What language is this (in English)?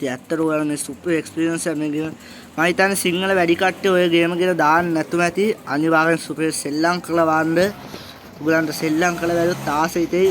Sinhala